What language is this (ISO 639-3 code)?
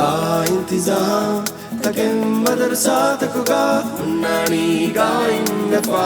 div